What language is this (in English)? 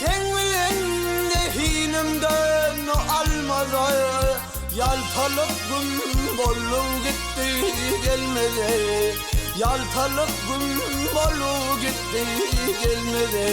Turkmen